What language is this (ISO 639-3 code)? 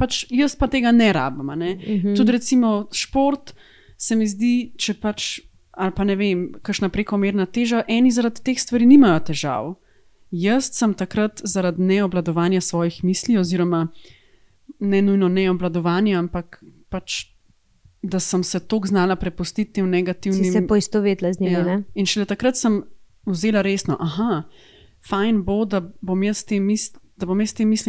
slv